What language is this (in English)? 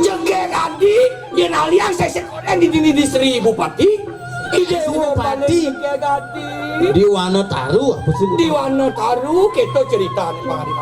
Balinese